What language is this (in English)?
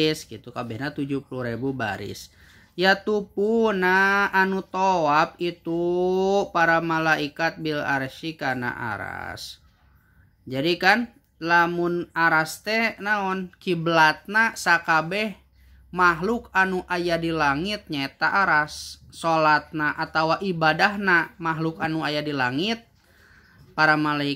Sundanese